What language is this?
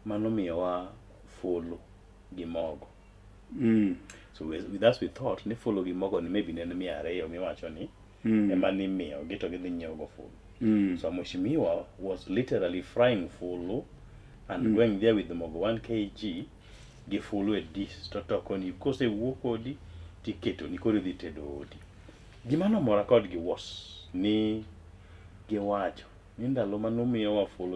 Luo (Kenya and Tanzania)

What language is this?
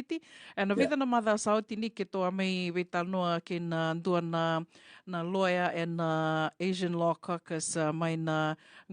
Fijian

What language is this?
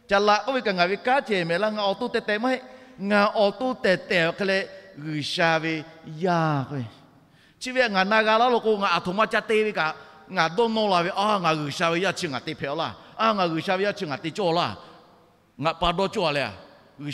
Lahu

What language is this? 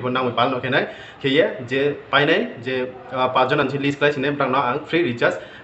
Riang (India)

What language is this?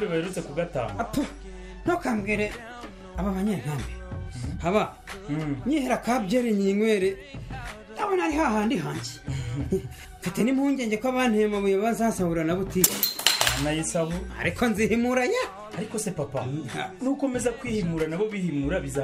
Kinyarwanda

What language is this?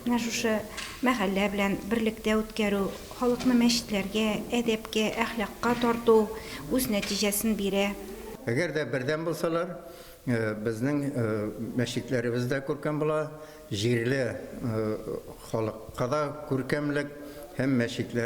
Tatar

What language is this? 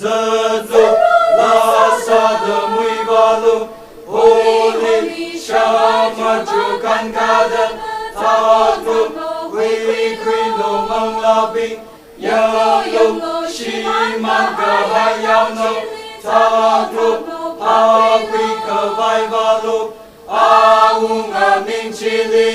Tangkhul Naga (India)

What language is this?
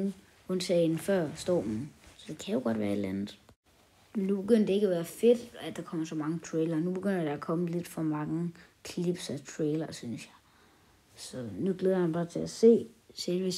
Danish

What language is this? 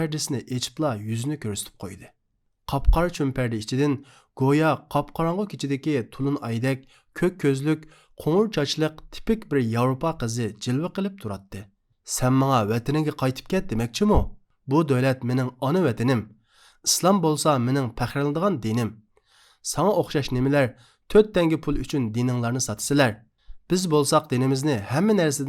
Uyghur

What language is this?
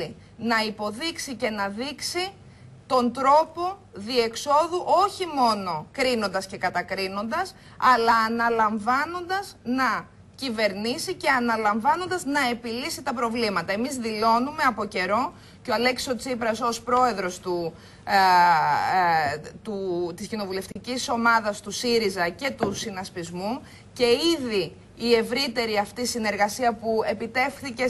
Greek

